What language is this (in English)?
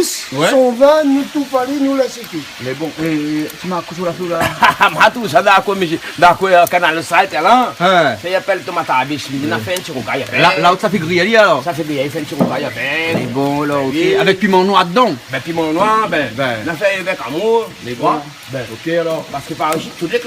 Réunion Creole French